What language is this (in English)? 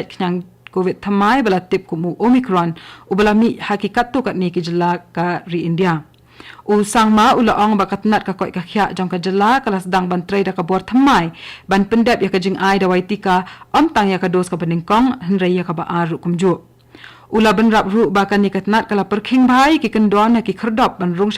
Khasi